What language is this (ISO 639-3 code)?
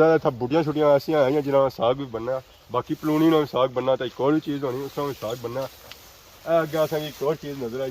phr